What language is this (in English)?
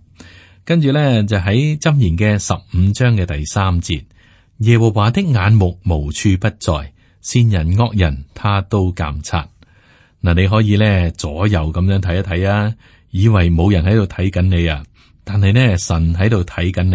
Cantonese